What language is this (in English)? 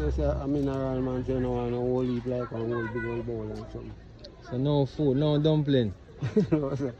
Jamaican Creole English